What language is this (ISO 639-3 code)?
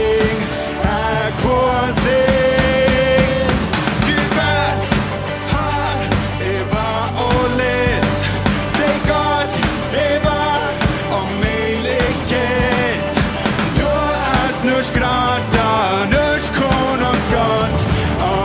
pdt